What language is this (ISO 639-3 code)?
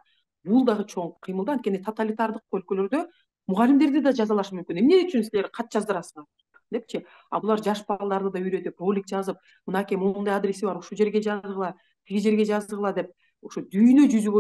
kir